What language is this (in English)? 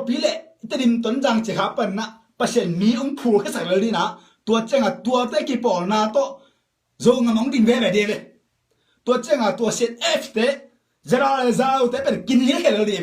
Tedim Chin